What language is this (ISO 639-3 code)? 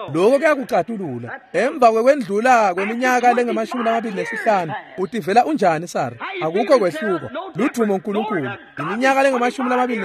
ssw